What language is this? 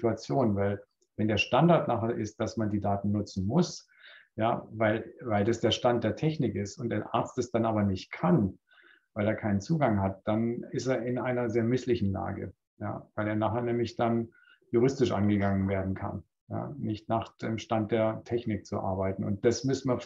German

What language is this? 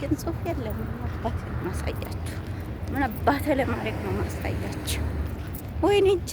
Amharic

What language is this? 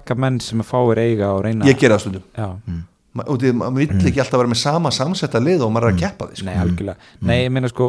Icelandic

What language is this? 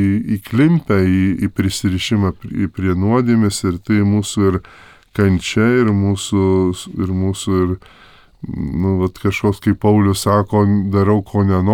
Lithuanian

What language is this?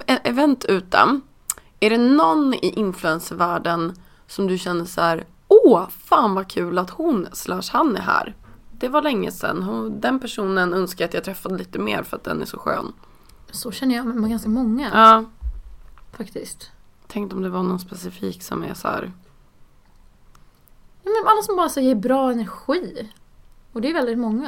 Swedish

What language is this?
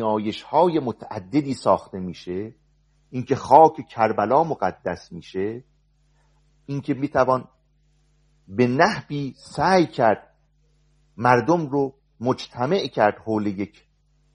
Persian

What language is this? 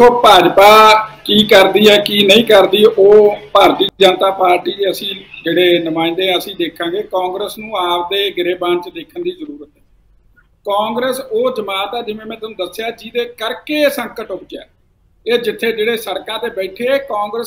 Punjabi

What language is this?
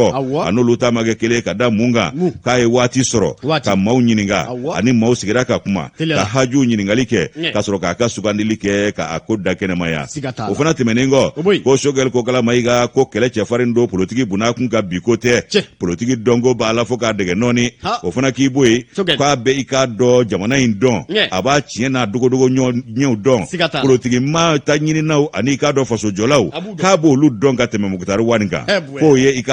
Bambara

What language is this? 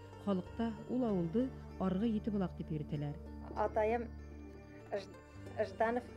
Bashkir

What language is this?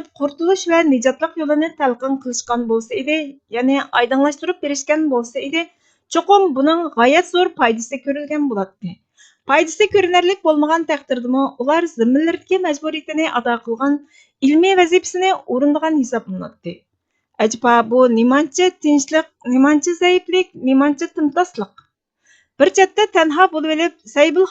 Uyghur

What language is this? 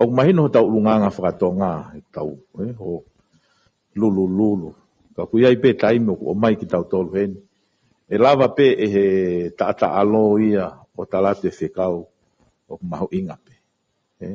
Tongan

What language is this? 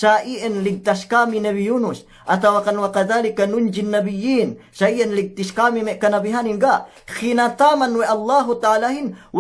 Yakan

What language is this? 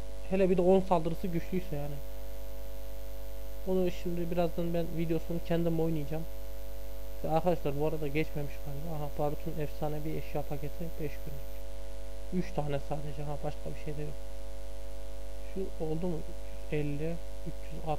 Turkish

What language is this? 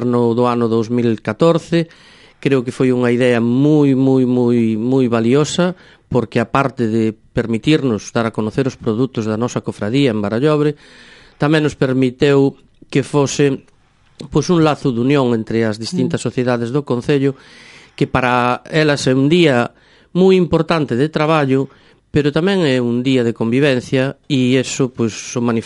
Galician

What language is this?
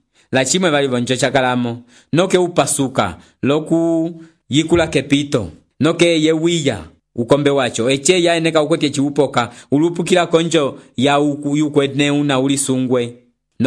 Umbundu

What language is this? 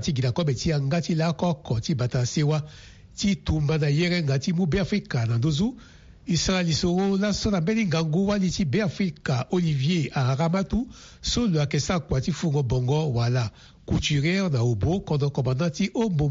Sango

